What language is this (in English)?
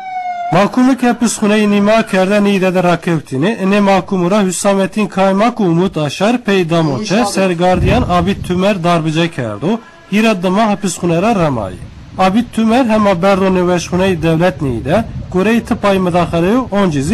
Zaza